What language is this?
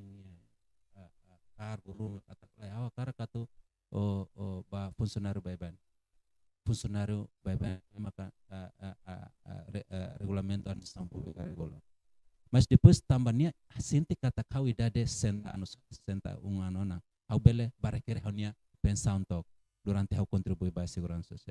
Tetum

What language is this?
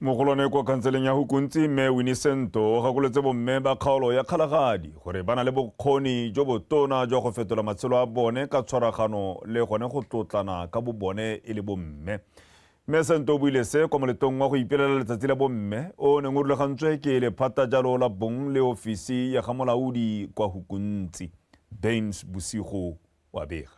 Tswana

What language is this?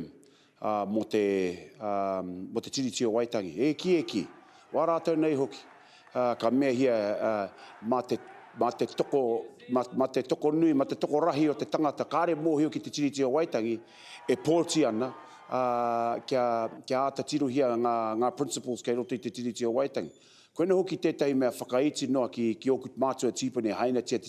Māori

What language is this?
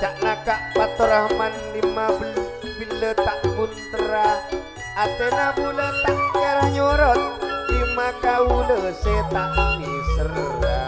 Madurese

